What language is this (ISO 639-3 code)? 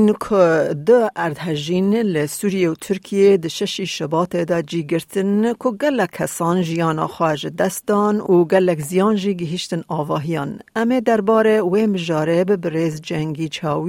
kur